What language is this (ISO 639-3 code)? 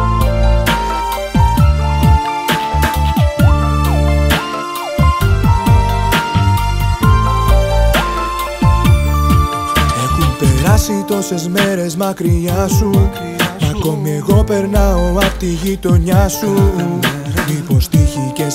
ell